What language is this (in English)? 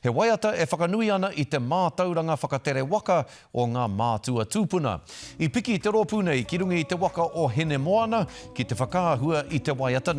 Māori